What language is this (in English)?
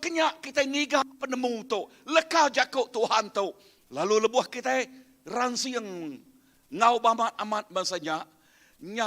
Iban